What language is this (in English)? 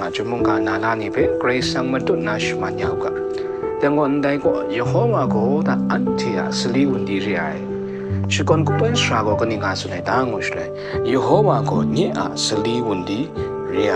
Kachin